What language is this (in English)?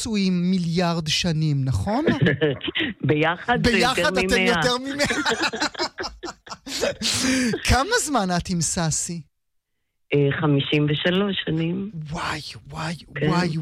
Hebrew